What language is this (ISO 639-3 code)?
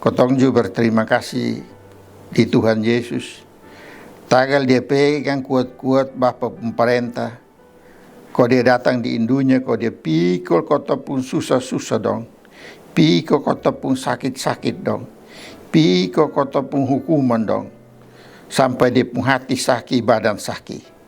mkn